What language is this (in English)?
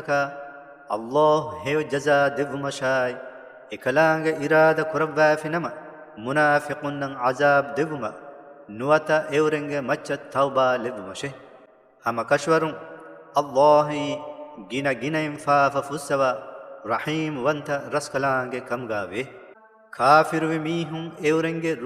Divehi